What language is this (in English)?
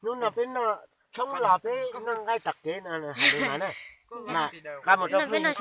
Hmong